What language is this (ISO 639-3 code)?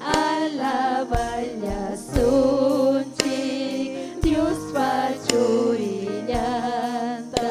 quy